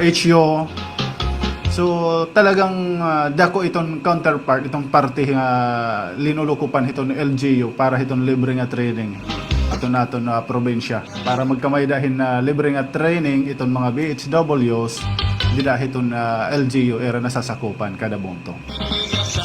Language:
Waray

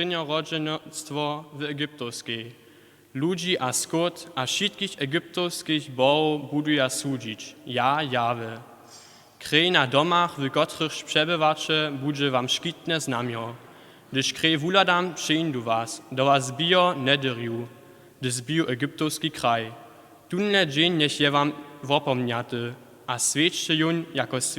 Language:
Upper Sorbian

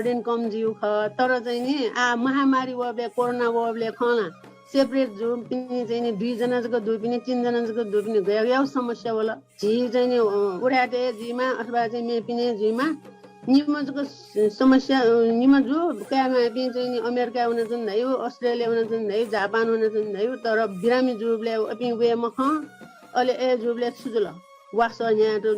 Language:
Newari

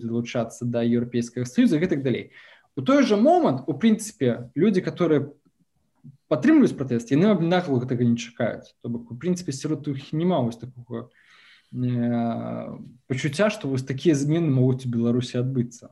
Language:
Belarusian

